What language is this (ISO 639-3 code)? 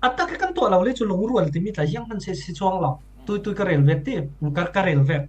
cfm